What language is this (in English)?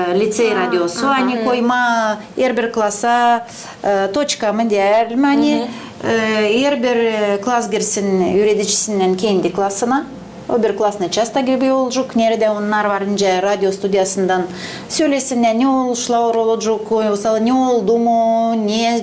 Gagauz